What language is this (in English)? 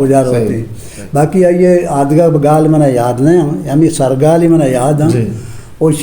Eastern Balochi